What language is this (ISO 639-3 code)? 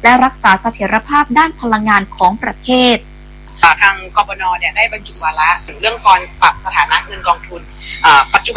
tha